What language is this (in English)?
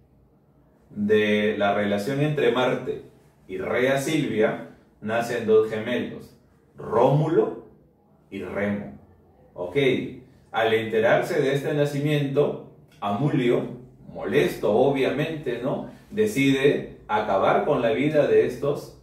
Spanish